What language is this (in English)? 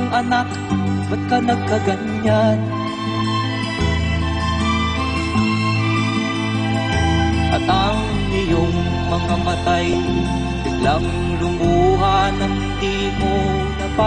Filipino